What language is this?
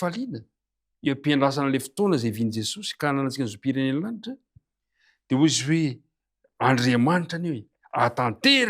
Malagasy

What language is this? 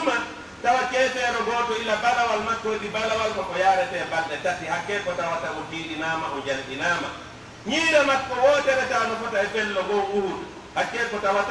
Pular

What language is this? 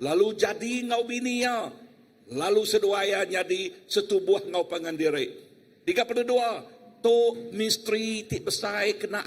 Iban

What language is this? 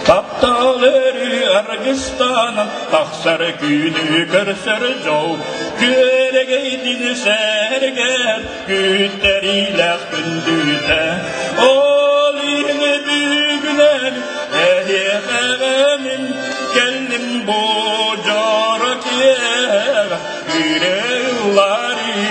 Yakut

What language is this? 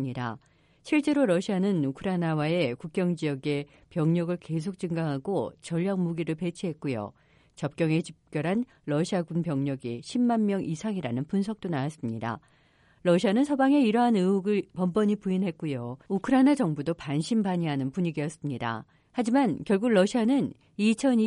Korean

